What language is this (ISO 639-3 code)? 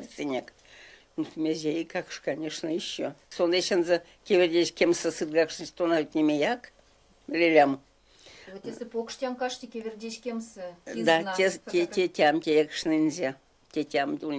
myv